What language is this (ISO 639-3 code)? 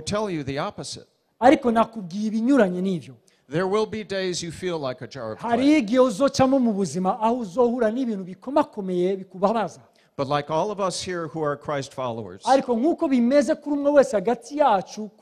run